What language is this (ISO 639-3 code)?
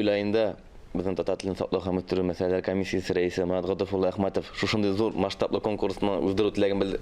tat